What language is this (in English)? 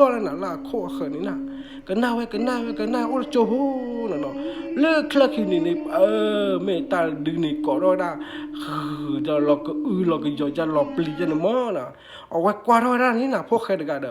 S'gaw Karen